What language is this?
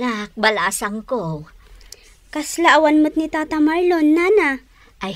Iloko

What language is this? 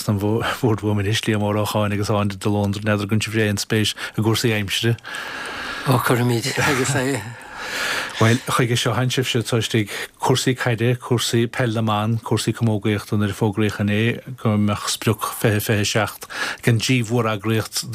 Irish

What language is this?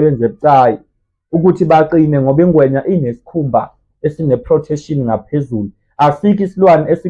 Zulu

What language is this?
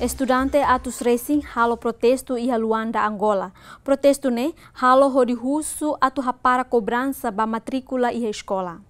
Tetum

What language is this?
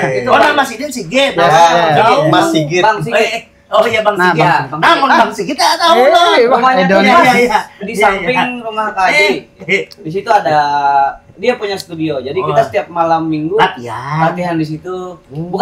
Banjar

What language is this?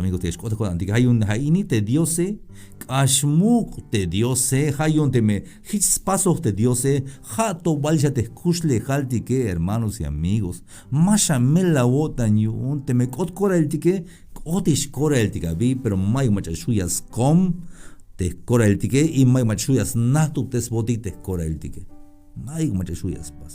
Tzeltal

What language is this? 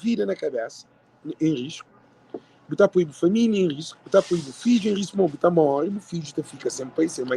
Kabuverdianu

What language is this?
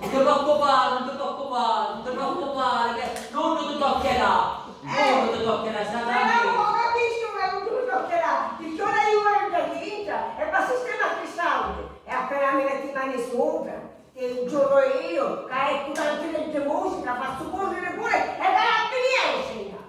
Sicilian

